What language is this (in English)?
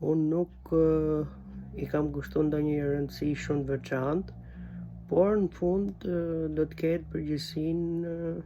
Albanian